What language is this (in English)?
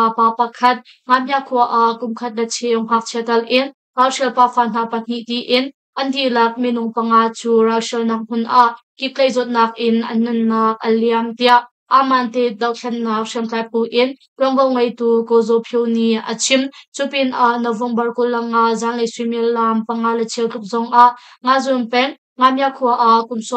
Hakha Chin